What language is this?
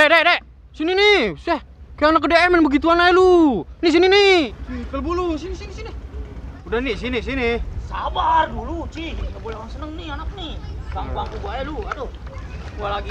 Betawi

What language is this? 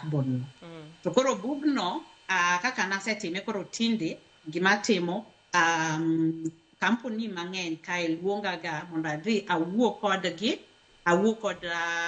Luo (Kenya and Tanzania)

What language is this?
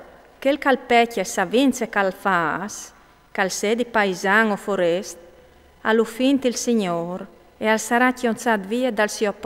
Friulian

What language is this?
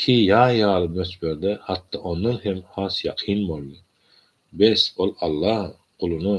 Turkmen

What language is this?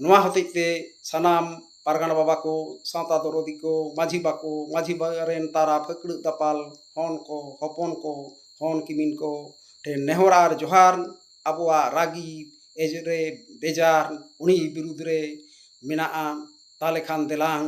Santali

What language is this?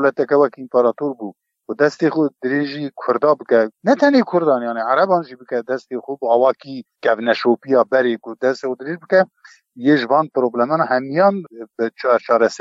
Kurdish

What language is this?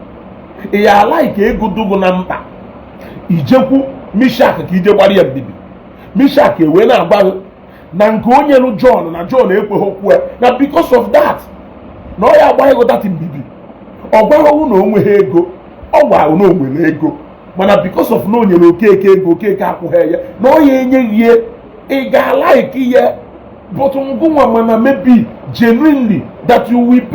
Igbo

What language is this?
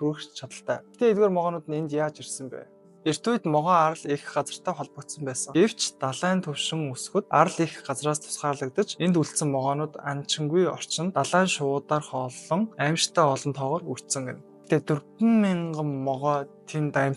Mongolian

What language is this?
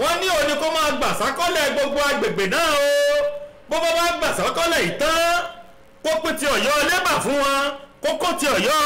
Yoruba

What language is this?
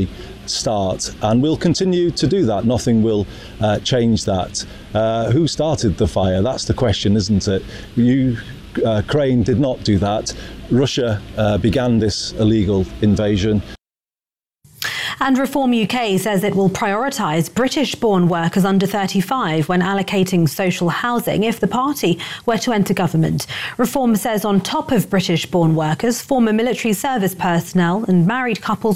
English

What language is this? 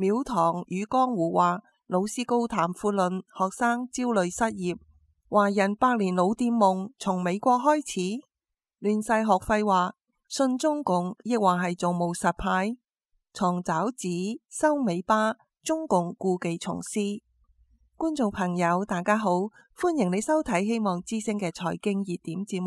Cantonese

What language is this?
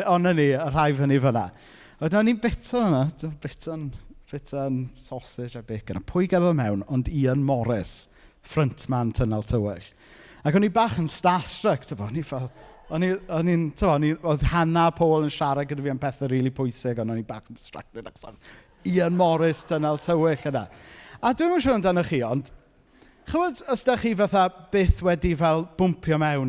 Welsh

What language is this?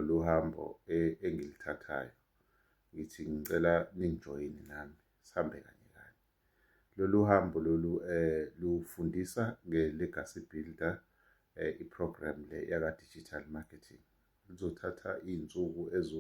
Zulu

